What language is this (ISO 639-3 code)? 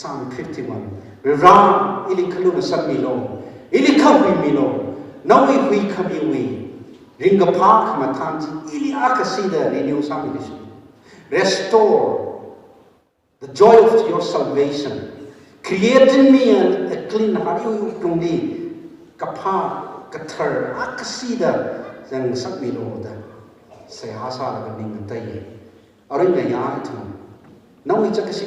nmf